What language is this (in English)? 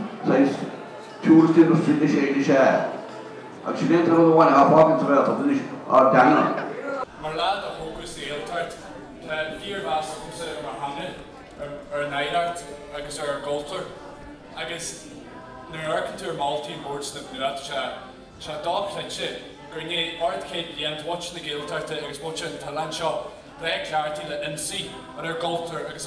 Irish